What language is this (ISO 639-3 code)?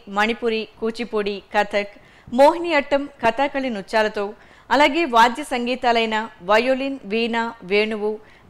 tel